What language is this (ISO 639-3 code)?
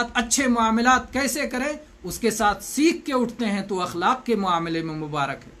urd